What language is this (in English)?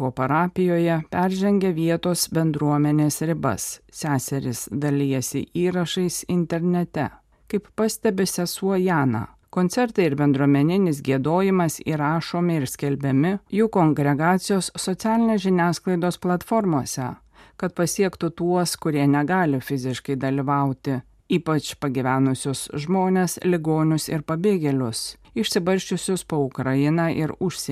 Lithuanian